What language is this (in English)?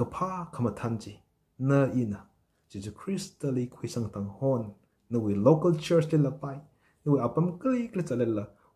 Tangkhul Naga (India)